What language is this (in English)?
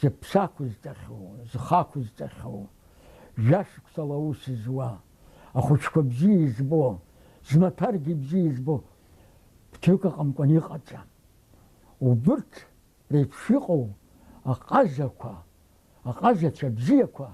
Abkhazian